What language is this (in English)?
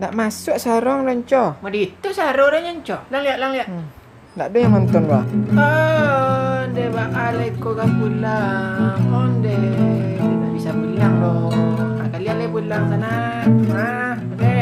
Minangkabau